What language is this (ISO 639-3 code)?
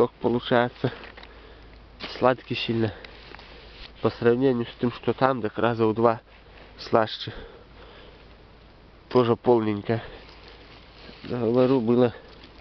rus